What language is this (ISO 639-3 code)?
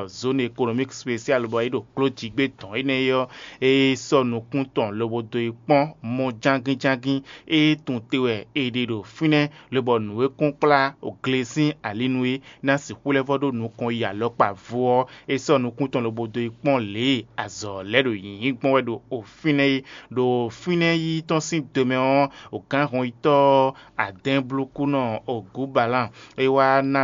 fon